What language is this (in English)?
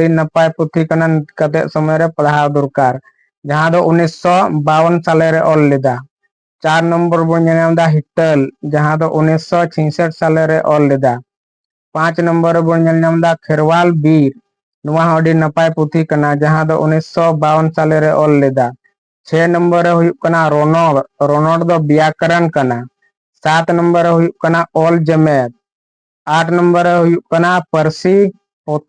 Santali